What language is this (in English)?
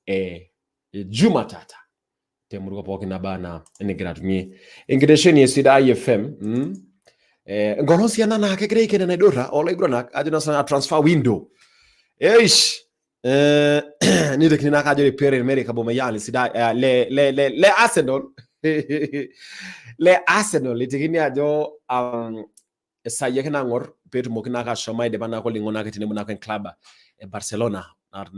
Masai